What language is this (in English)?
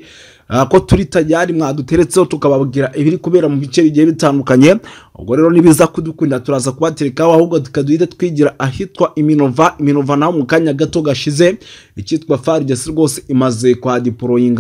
Kinyarwanda